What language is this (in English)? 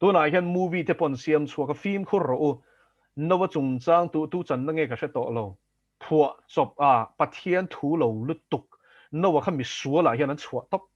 Mizo